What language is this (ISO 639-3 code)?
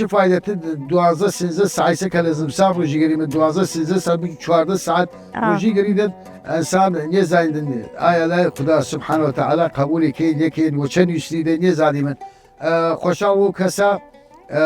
sdh